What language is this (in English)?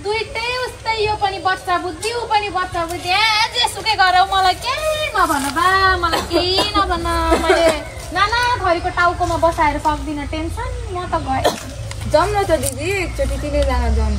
Nepali